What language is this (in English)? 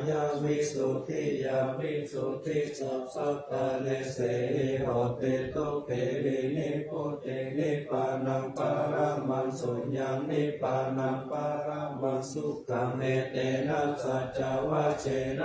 Pali